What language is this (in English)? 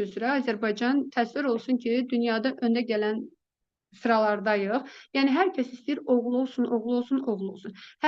Azerbaijani